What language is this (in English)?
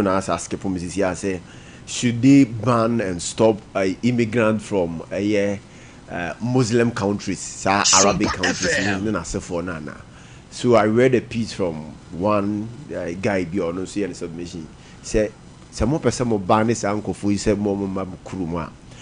Akan